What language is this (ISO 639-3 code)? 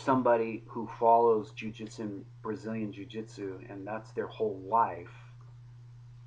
eng